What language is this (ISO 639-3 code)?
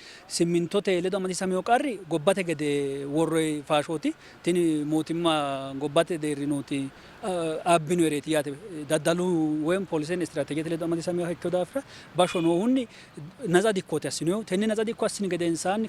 sid